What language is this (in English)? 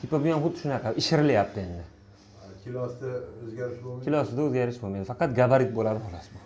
Uzbek